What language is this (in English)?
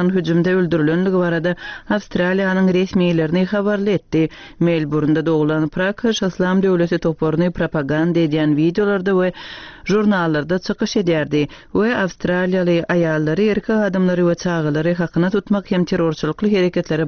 Turkmen